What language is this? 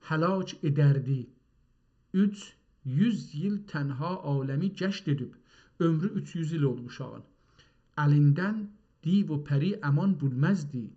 South Azerbaijani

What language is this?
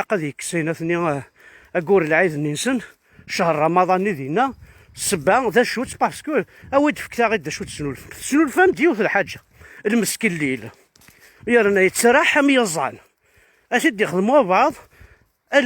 Kabyle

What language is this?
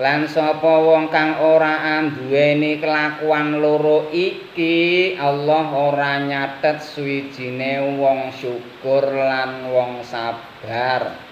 Javanese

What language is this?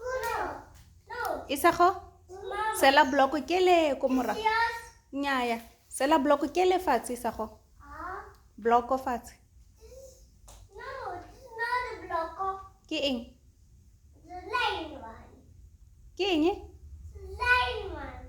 Tswana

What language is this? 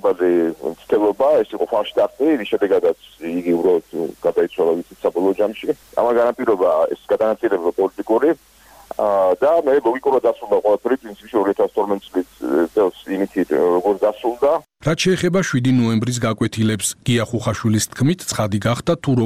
Georgian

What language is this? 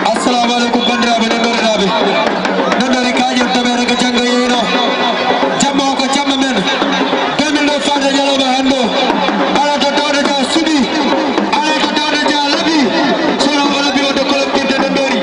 Fula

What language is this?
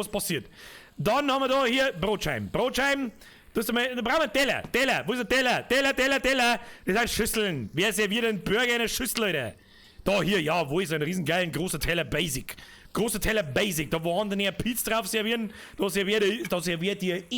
Bavarian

